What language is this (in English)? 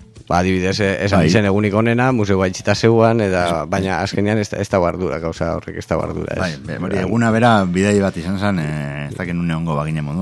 Basque